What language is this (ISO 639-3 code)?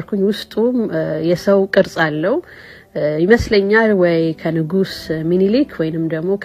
amh